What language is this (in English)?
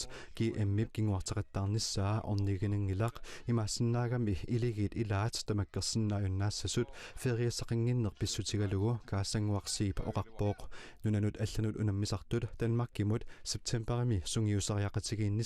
Kalaallisut